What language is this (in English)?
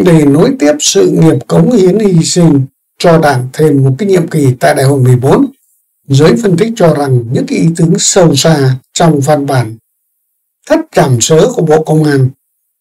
Vietnamese